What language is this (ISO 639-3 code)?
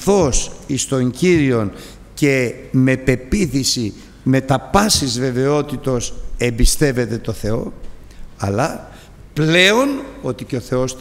ell